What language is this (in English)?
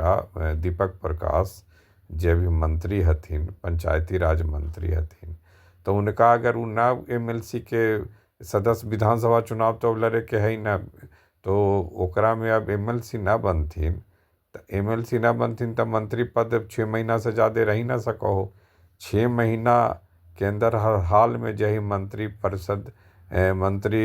Magahi